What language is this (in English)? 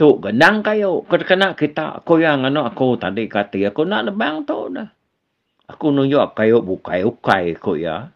Iban